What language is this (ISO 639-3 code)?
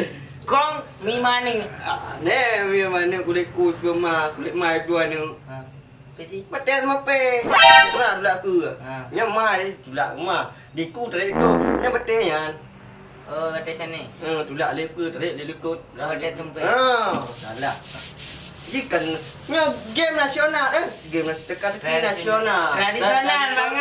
ace